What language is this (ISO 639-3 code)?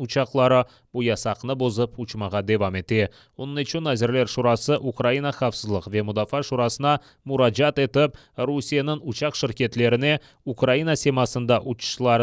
crh